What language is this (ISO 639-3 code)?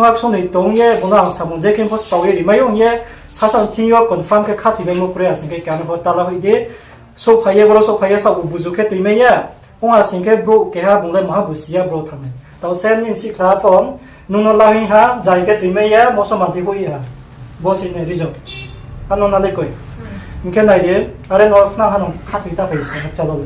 ria